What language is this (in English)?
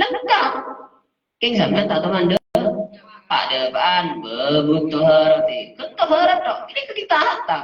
Madurese